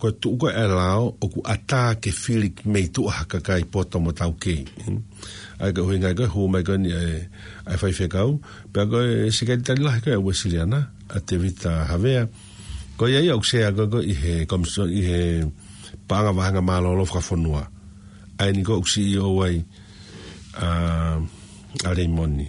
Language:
Tongan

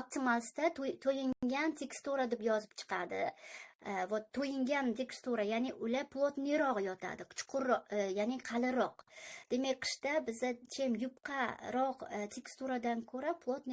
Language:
Uzbek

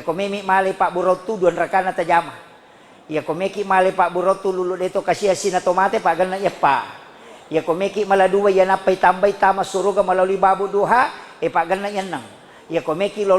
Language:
Buginese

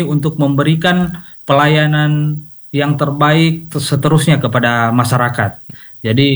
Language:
Indonesian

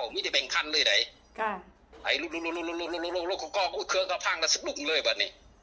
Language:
Northeastern Thai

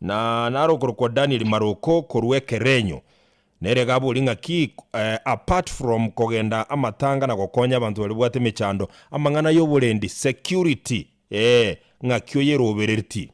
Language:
Gusii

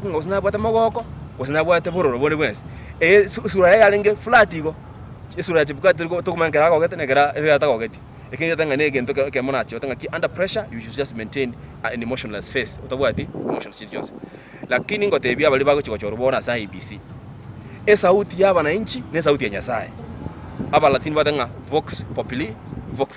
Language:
Gusii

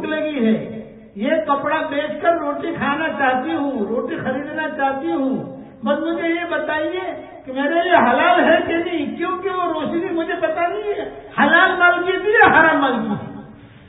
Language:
Urdu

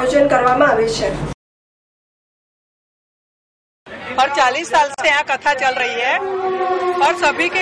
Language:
Gujarati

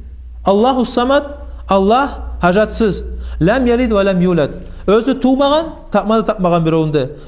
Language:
Kumyk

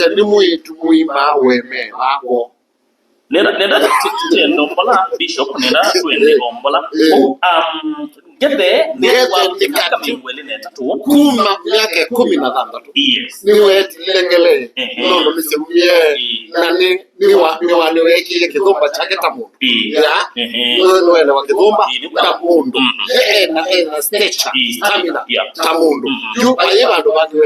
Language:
Kamba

